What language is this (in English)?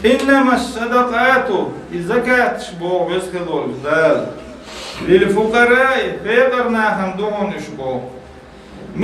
Chechen